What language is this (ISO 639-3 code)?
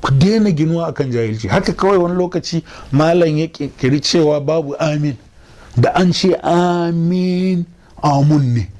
hau